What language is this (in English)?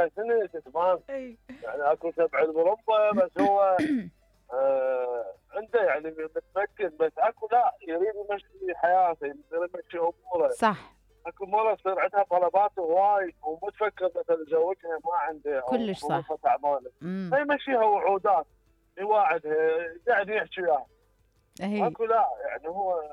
Mesopotamian Arabic